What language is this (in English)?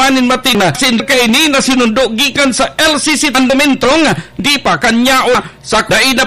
Bikol